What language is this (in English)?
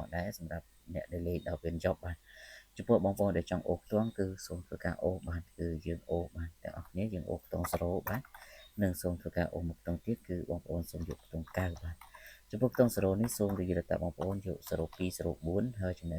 Khmer